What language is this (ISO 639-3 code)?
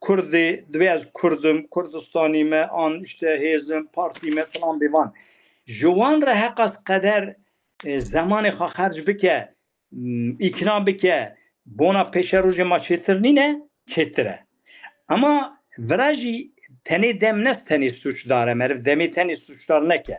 kur